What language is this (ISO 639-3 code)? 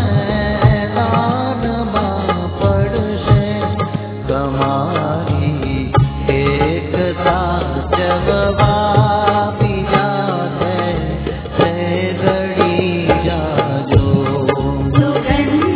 guj